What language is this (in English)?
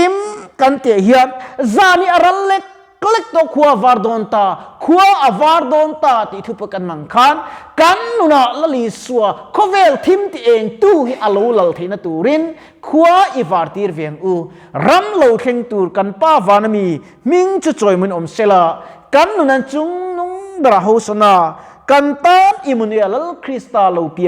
Mizo